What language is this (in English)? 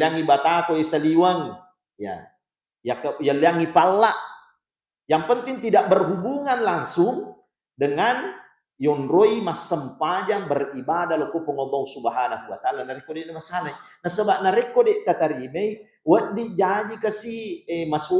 Buginese